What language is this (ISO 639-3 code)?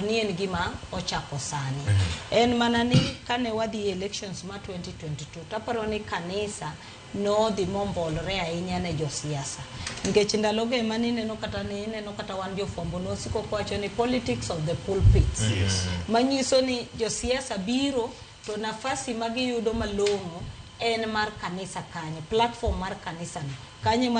luo